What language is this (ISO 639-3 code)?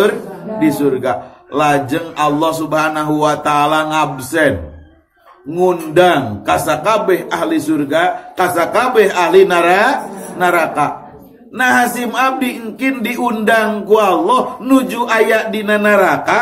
sun